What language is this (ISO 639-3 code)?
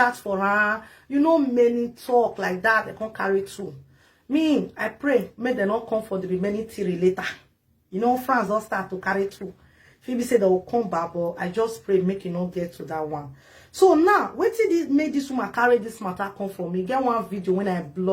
pcm